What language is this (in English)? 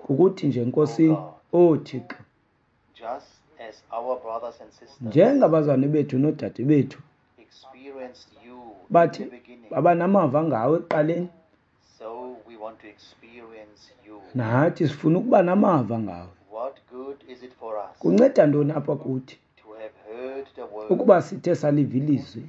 Xhosa